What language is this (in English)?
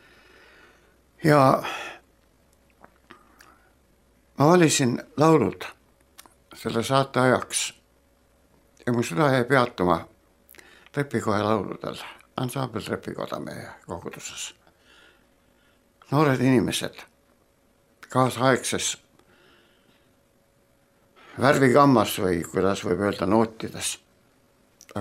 Estonian